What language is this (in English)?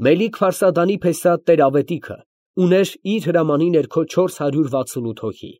Armenian